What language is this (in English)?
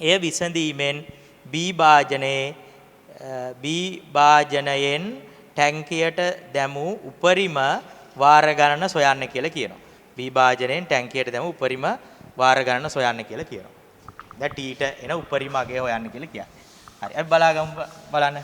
Sinhala